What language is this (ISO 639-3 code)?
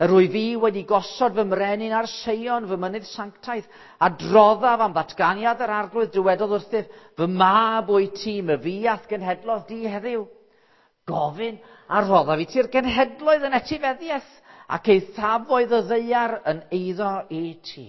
cym